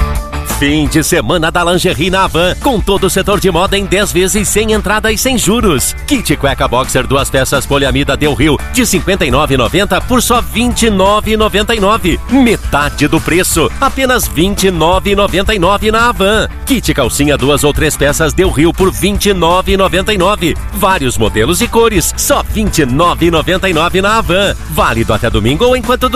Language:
Portuguese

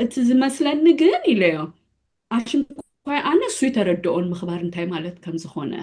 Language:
Tigrinya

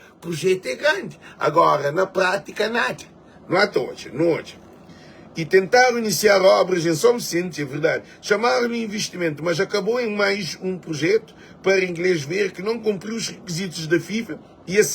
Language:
Kabuverdianu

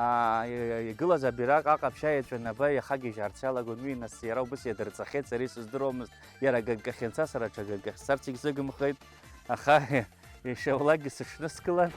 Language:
Abkhazian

